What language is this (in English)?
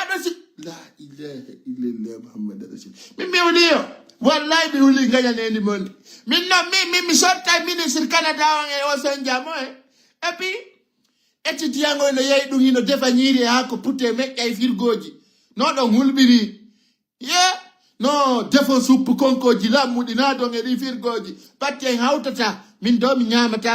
Fula